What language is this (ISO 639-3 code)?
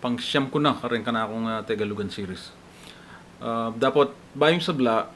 pam